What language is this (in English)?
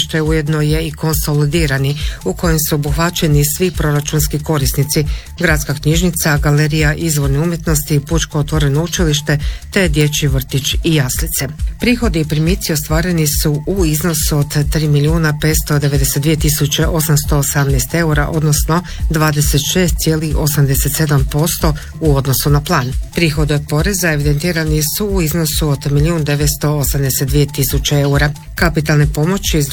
Croatian